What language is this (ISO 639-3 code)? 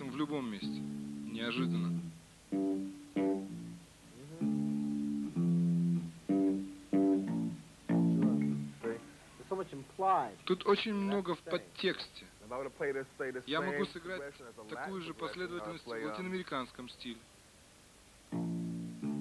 rus